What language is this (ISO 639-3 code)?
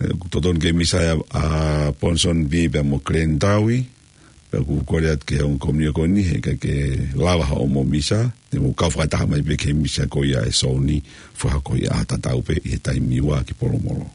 ton